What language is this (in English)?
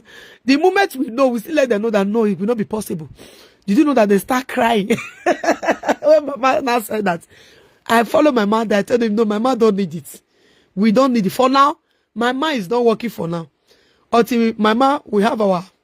Nigerian Pidgin